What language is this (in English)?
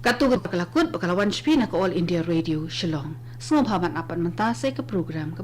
Khasi